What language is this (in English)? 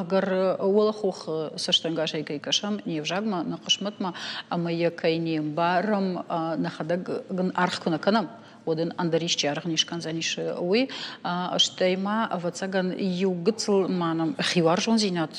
Ossetic